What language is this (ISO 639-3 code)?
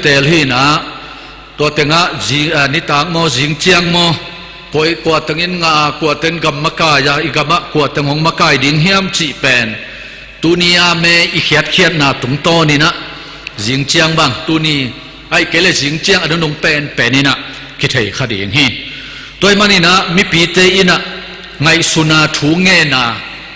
ctd